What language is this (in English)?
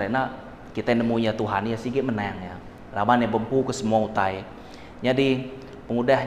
Iban